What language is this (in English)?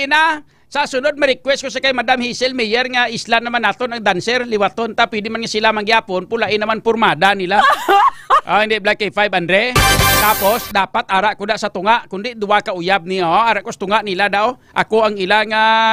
Hiligaynon